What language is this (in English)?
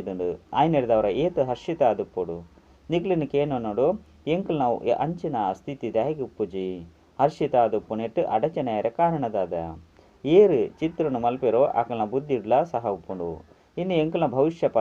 Tulu